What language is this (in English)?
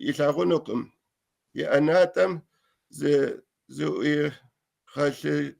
Kabardian